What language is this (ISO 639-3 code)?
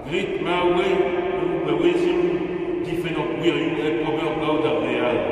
bre